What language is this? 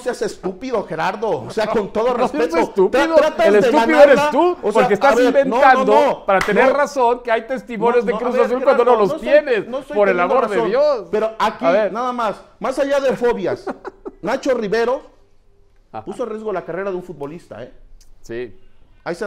Spanish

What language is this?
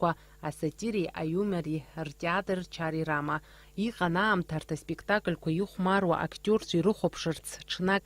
Abkhazian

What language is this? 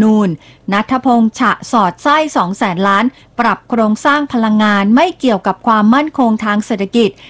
Thai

